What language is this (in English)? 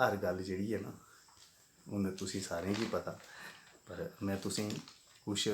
Dogri